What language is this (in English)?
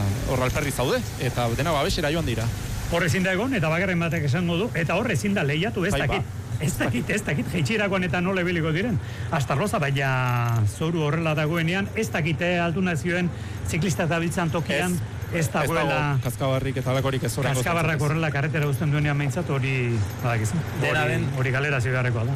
Basque